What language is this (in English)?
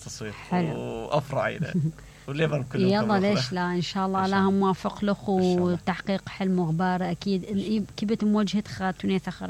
Mesopotamian Arabic